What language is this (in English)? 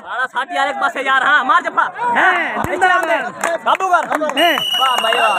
Saraiki